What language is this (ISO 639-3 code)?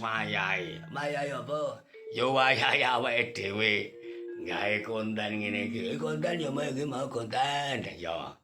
jav